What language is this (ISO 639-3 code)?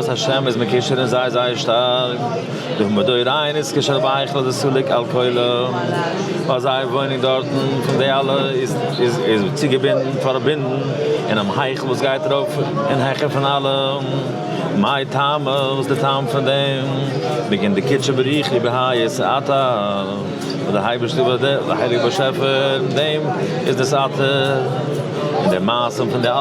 yid